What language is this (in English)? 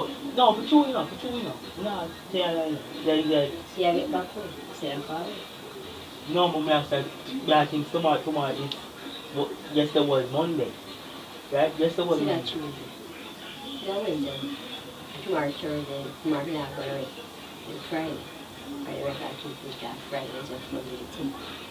Jamaican Creole English